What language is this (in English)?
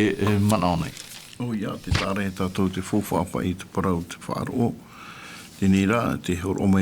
Tahitian